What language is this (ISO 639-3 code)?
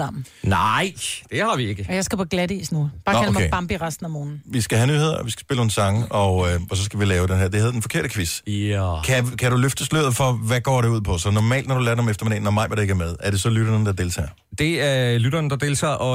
dan